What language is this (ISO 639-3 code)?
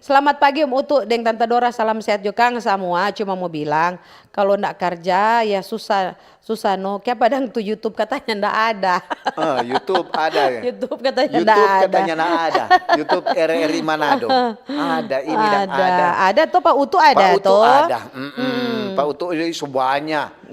xmm